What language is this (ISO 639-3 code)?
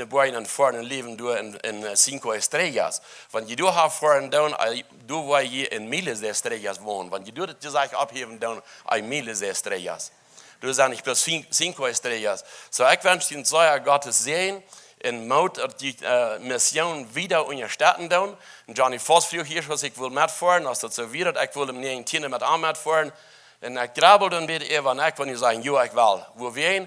pdt